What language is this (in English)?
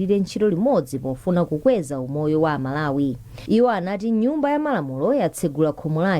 Nyanja